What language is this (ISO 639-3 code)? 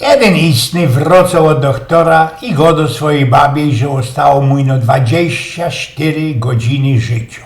szl